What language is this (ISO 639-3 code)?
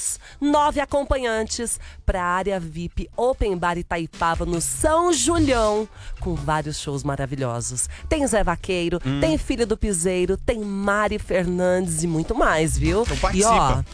por